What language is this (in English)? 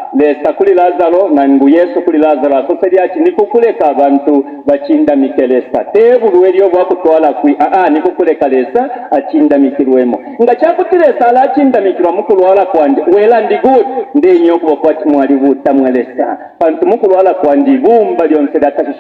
Bemba